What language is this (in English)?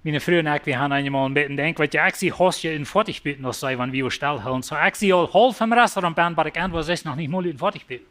Plautdietsch